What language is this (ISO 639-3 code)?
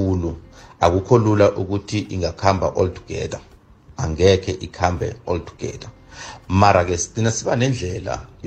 nbl